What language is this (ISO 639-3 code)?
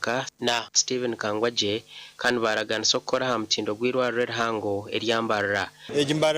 nyn